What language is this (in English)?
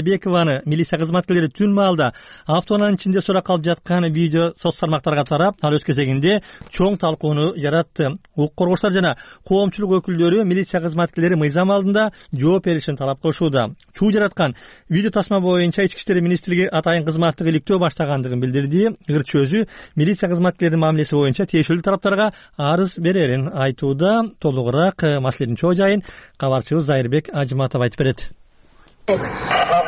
Kyrgyz